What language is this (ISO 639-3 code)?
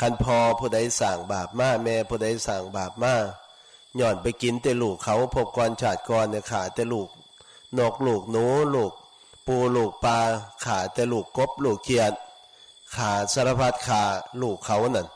tts